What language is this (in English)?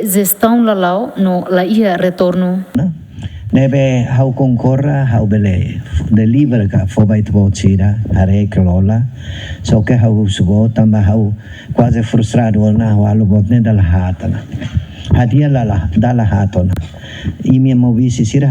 Tetum